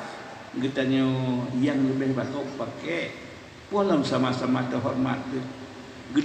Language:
Achinese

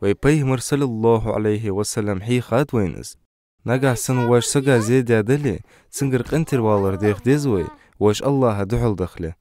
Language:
Ingush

